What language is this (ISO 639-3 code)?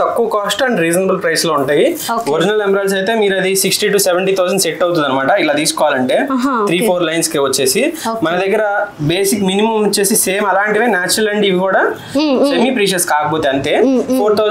tel